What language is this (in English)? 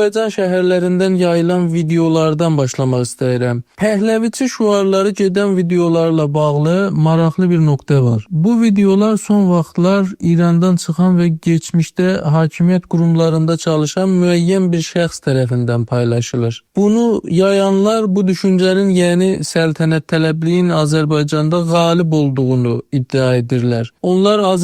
Azerbaijani